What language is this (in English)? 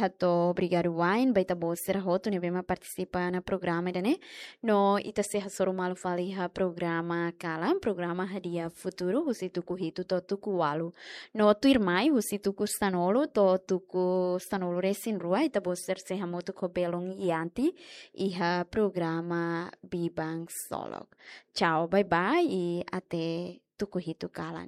Tetum